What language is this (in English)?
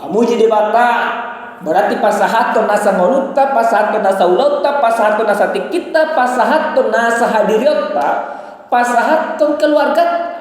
Batak Toba